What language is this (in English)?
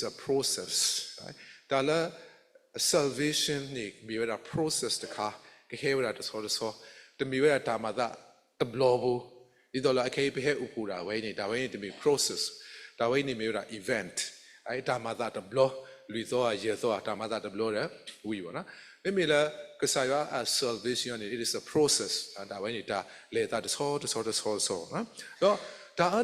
S'gaw Karen